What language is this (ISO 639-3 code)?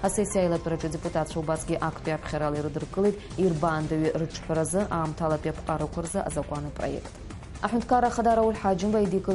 abk